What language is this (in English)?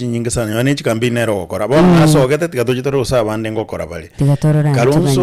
Gusii